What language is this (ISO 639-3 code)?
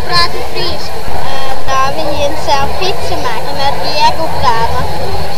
fry